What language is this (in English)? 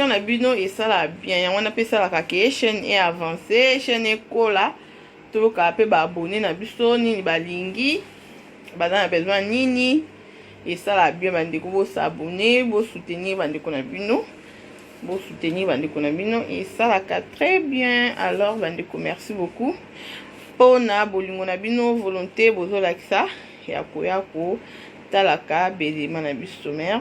Lingala